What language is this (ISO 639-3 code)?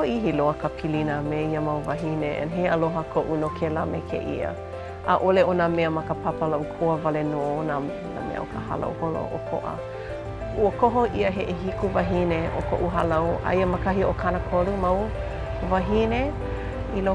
haw